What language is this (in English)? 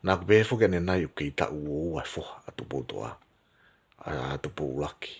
Tongan